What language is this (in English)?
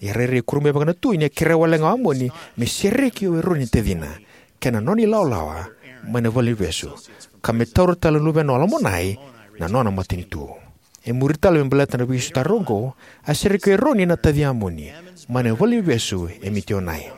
Fijian